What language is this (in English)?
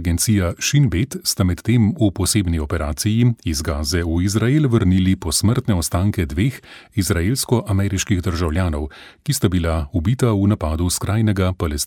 Slovenian